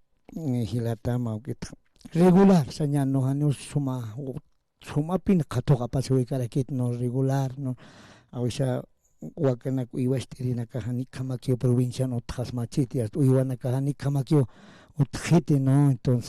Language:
Aymara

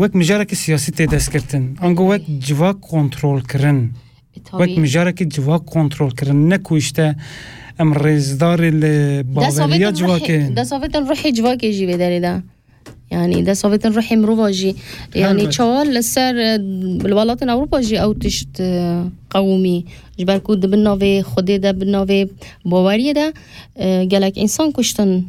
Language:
Kurdish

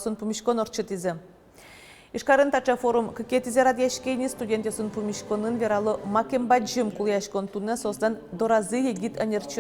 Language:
Udmurt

